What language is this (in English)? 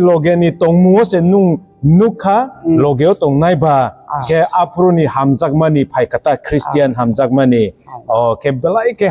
Kok Borok